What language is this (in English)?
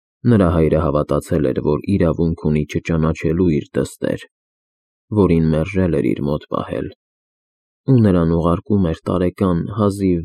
Armenian